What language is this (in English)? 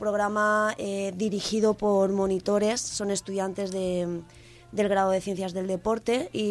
Spanish